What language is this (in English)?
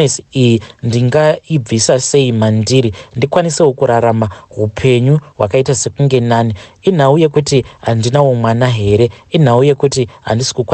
Shona